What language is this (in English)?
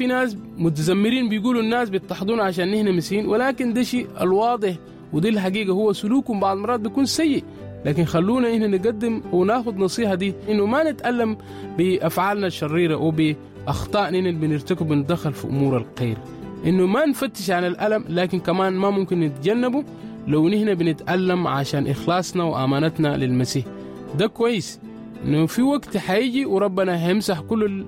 Sudanese Arabic